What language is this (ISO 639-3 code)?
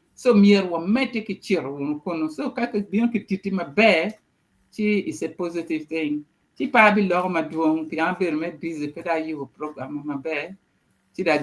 ach